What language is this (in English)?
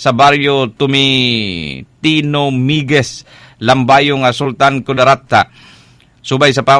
Cebuano